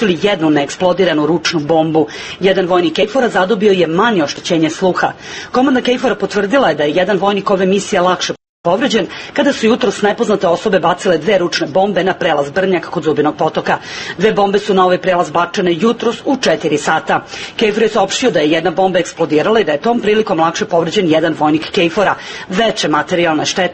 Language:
Serbian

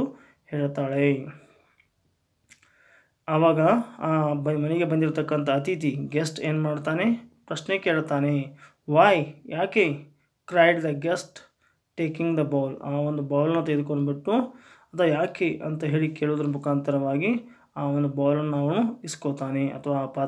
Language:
Kannada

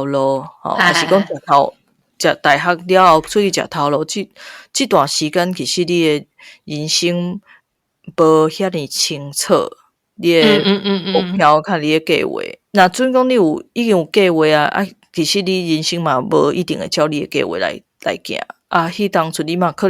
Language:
Min Nan Chinese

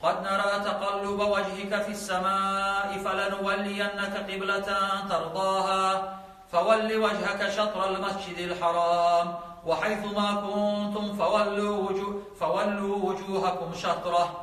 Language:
Kumyk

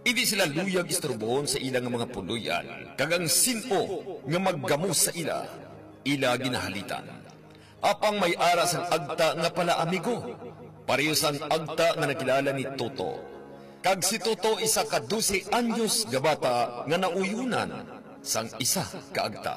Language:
Hiligaynon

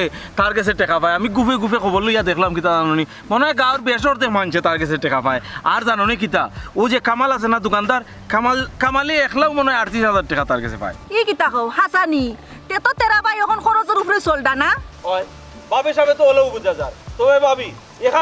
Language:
Sylheti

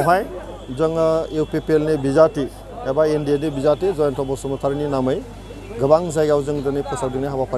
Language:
Bodo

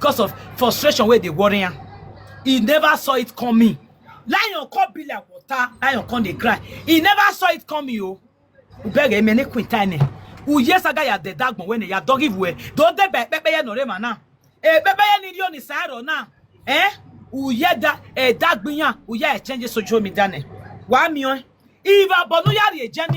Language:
Nigerian Pidgin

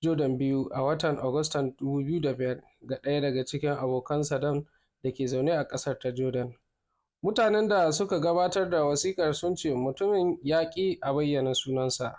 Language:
Hausa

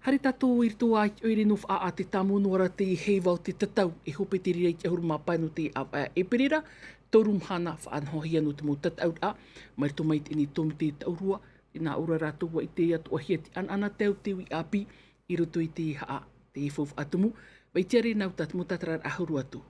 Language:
Tahitian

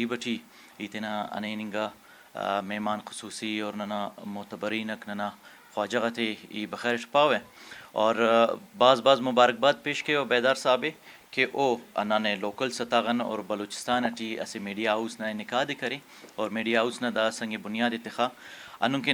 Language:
Brahui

